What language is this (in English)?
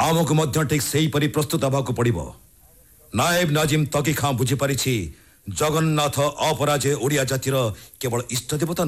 Odia